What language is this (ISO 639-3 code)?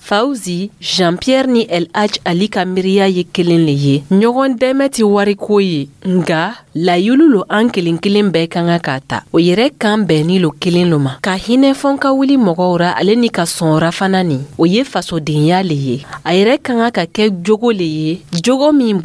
dyu